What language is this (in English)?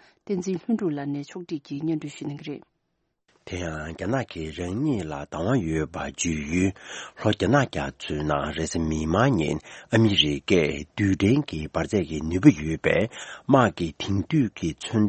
Tibetan